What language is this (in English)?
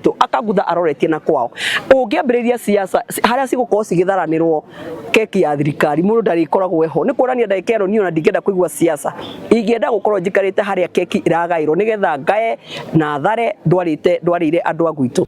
Kikuyu